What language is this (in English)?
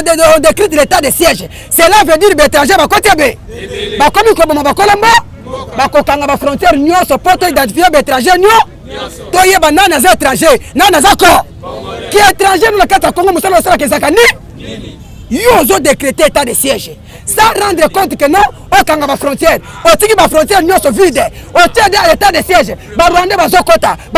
Lingala